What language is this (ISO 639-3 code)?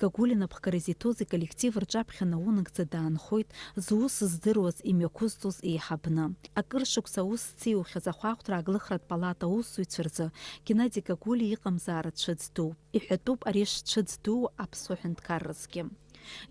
abk